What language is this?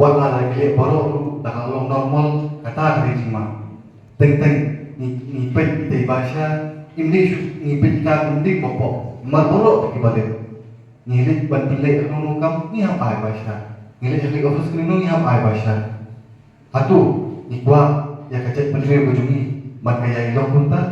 Khasi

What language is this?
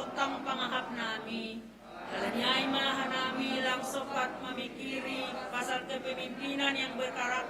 Batak Simalungun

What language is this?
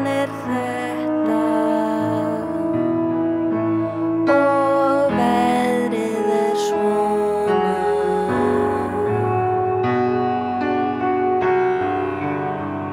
Icelandic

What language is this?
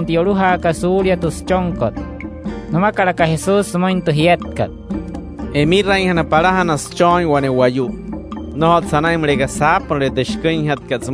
Wayuu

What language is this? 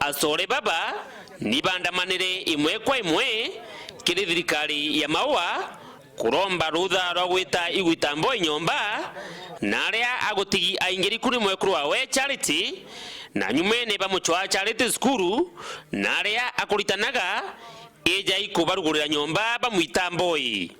Meru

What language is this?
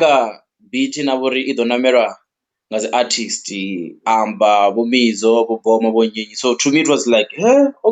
Venda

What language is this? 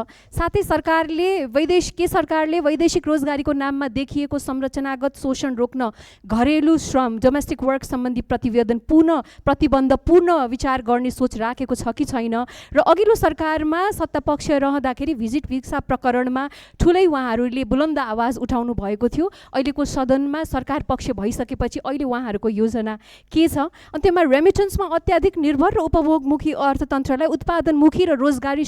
Nepali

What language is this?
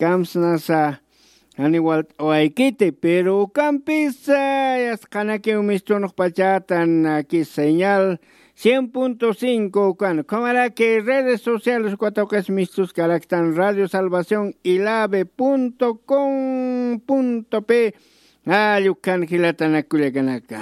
Aymara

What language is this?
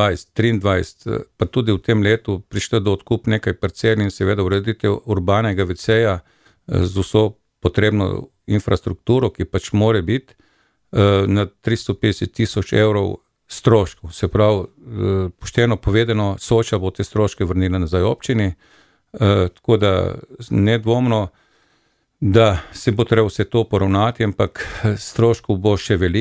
Slovenian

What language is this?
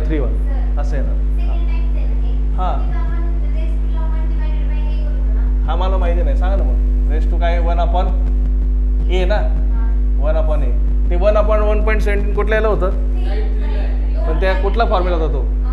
Marathi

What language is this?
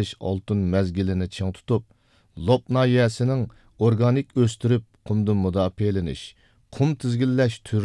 Uyghur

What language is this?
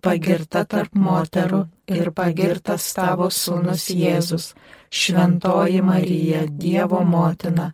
Lithuanian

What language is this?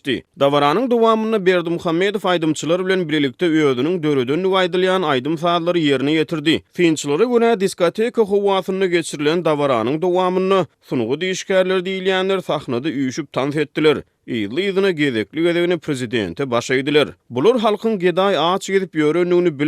Turkmen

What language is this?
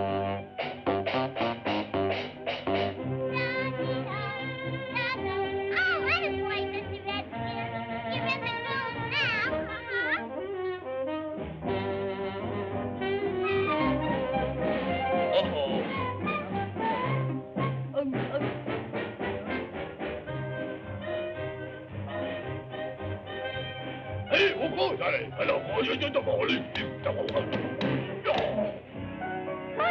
English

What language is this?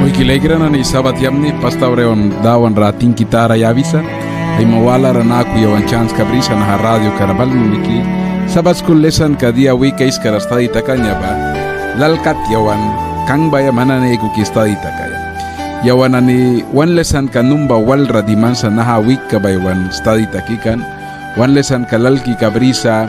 Mískito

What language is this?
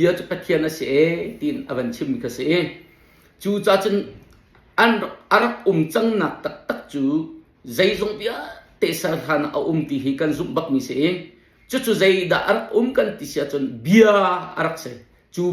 Hakha Chin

